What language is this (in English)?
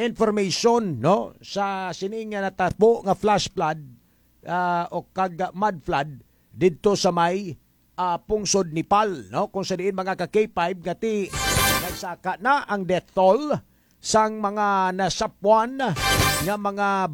Hiligaynon